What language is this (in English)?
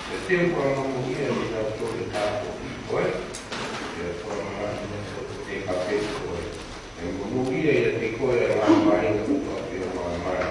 Tongan